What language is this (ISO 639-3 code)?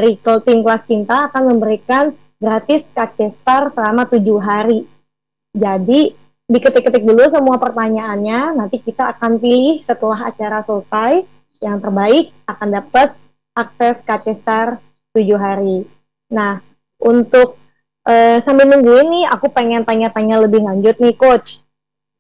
ind